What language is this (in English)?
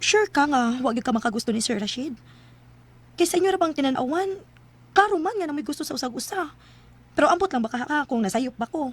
Cebuano